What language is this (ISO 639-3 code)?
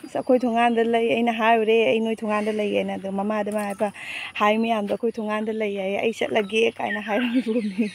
mni